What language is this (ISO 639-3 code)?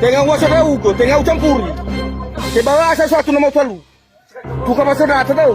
nia